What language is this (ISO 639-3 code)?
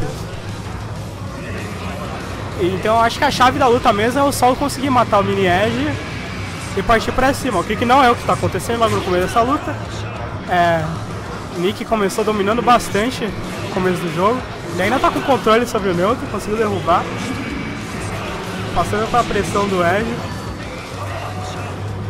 por